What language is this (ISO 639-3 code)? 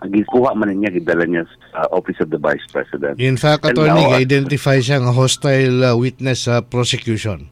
ceb